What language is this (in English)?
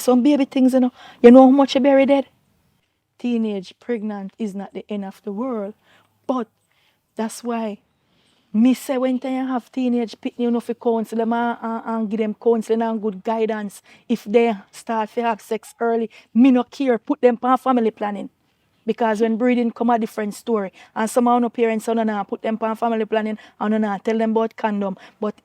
Jamaican Creole English